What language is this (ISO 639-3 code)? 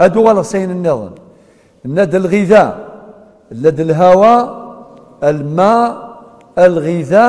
kab